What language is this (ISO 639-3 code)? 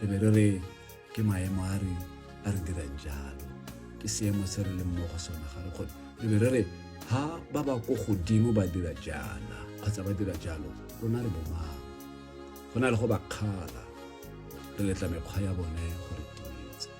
tsn